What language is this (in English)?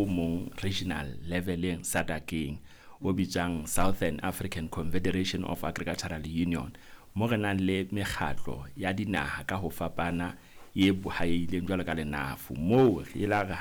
Southern Sotho